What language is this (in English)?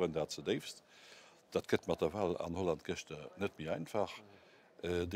Luxembourgish